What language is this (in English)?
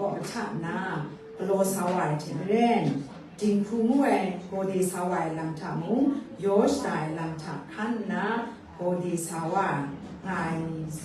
Kachin